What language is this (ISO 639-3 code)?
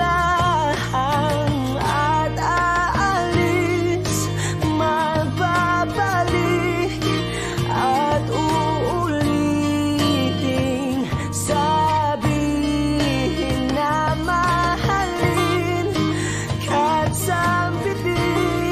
fil